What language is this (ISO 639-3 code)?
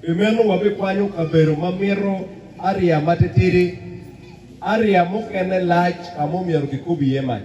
ach